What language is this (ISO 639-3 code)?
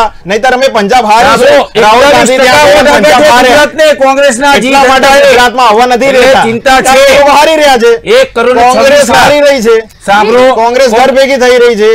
guj